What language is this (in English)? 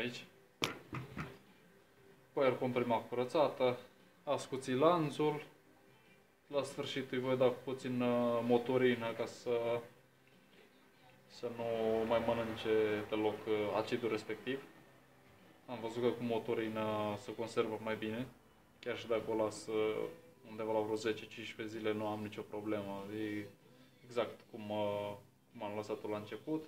Romanian